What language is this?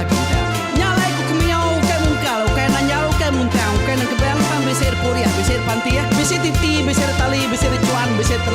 Iban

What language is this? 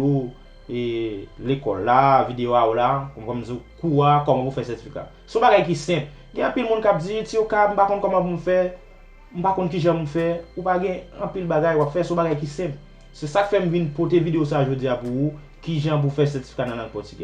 Haitian Creole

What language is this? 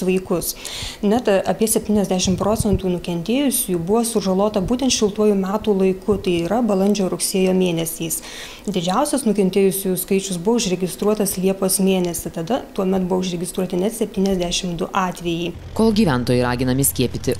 Lithuanian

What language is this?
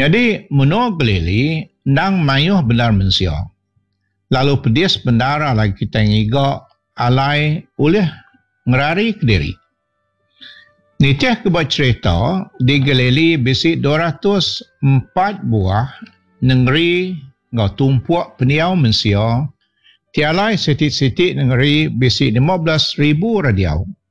Iban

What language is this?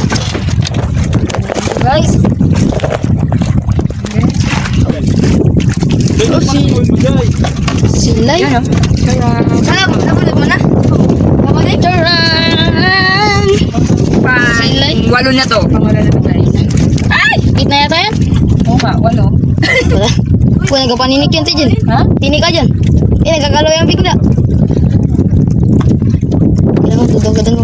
Filipino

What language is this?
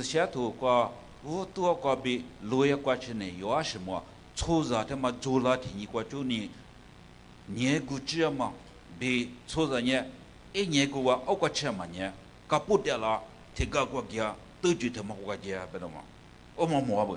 Lisu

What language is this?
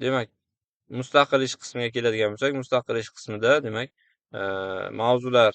Uzbek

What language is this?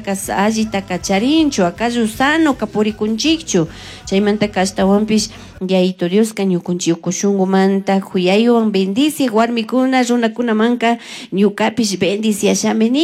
Chimborazo Highland Quichua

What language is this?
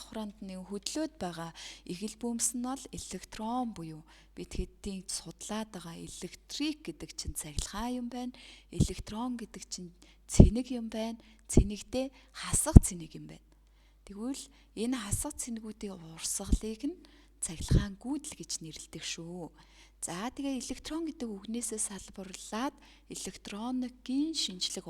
Mongolian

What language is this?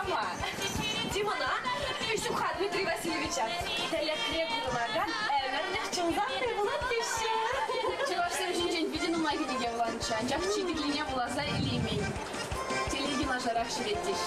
Chuvash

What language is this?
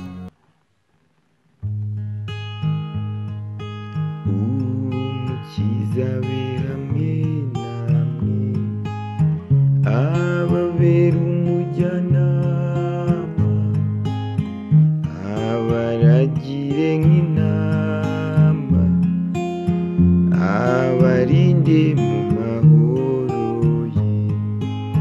Kinyarwanda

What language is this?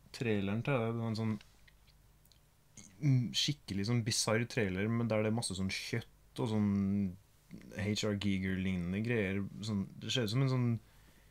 Norwegian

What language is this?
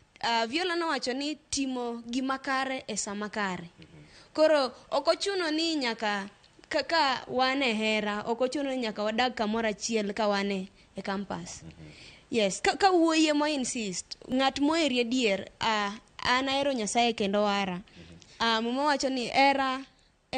Luo (Kenya and Tanzania)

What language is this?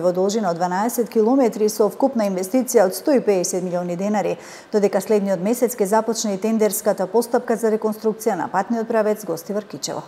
Macedonian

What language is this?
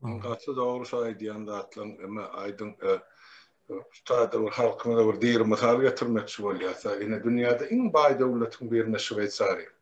Turkmen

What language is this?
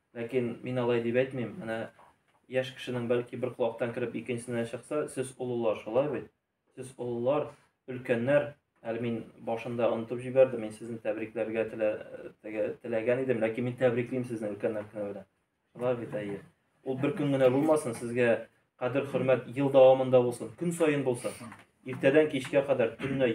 Tatar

